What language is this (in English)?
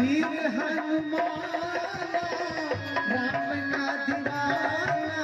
Maithili